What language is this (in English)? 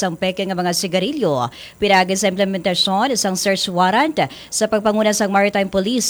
Hiligaynon